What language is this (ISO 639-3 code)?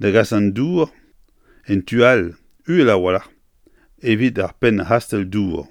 bre